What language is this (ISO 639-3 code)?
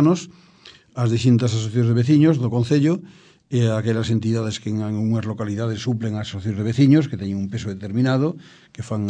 glg